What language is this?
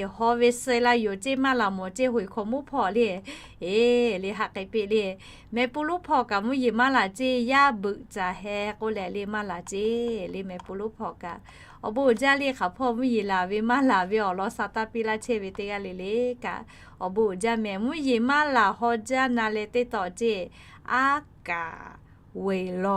Lahu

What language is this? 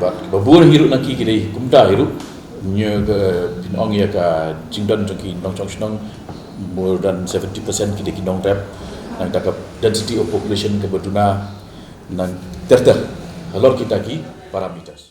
Khasi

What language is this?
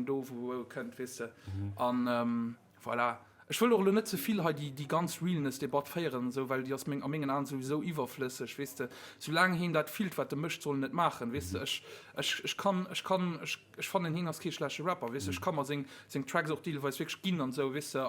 Luxembourgish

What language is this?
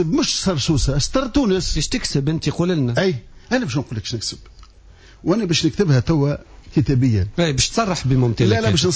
Tunisian Arabic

